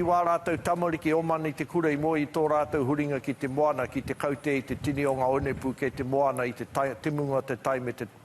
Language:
Māori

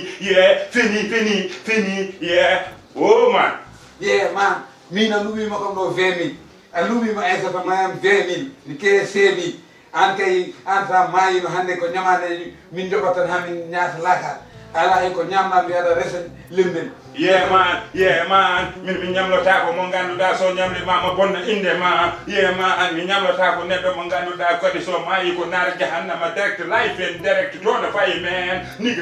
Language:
Fula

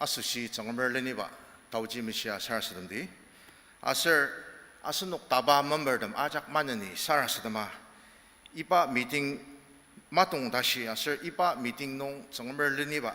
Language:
Ao Naga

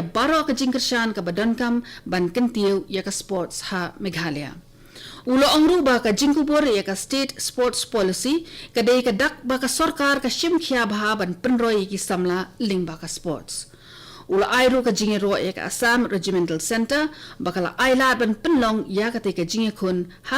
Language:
Khasi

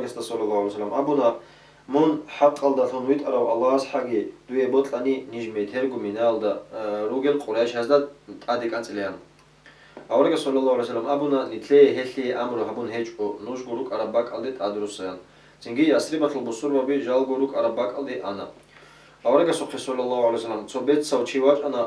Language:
Avaric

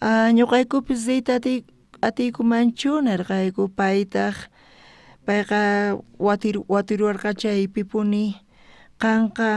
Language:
South Bolivian Quechua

